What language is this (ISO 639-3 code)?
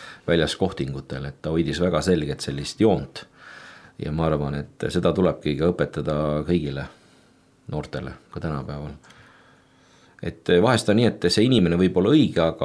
est